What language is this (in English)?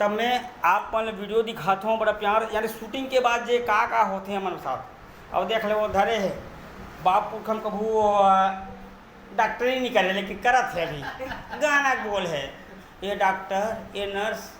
Chhattisgarhi